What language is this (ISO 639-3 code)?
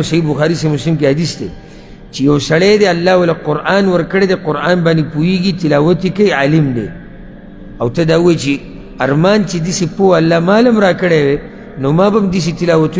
pus